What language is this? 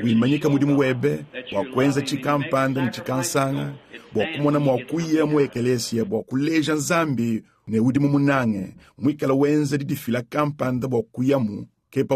Luba-Lulua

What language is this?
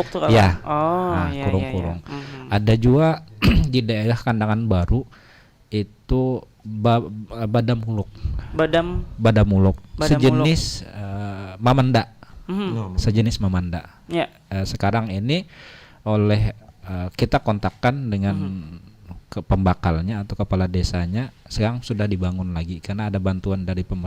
Banjar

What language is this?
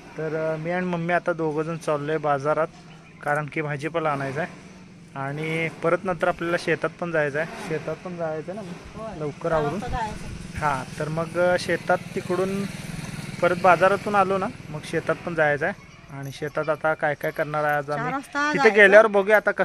Marathi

